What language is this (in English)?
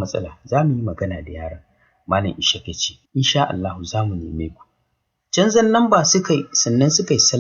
Hausa